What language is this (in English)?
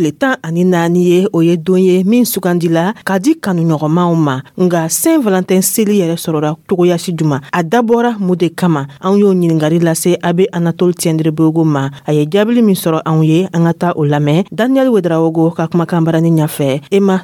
Dyula